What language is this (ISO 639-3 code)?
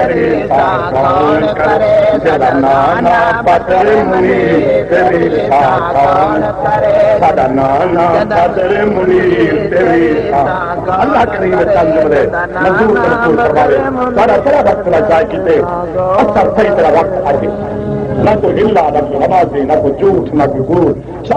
skr